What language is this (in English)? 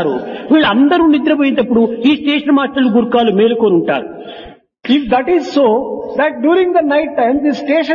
Telugu